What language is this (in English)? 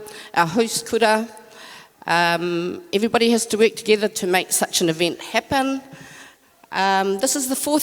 Māori